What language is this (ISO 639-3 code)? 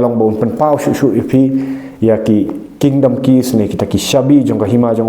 kha